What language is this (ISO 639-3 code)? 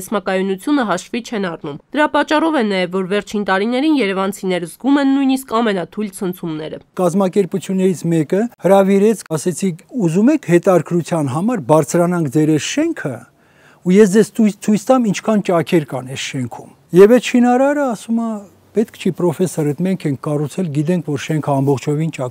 hye